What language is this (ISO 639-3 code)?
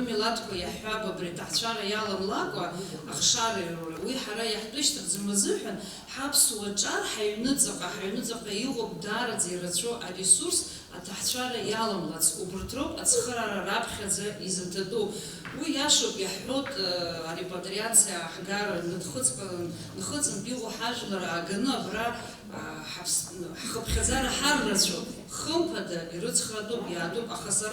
abk